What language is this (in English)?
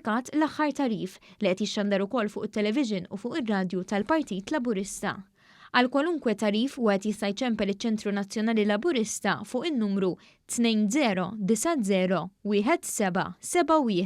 Maltese